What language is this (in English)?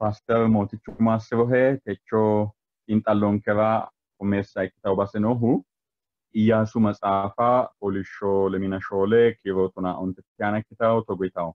Sidamo